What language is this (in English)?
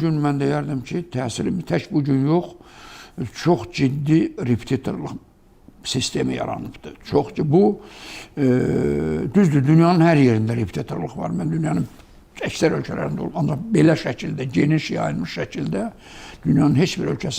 Azerbaijani